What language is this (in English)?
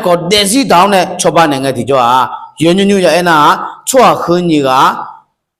Akha